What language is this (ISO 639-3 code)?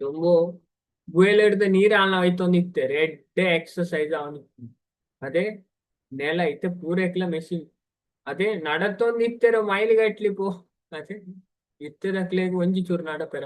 tcy